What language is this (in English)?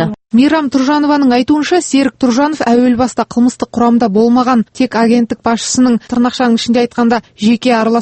Kazakh